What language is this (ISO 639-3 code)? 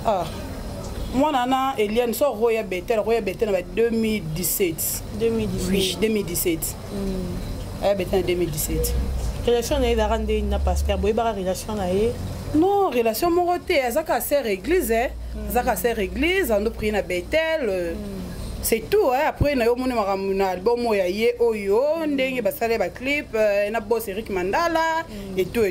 lin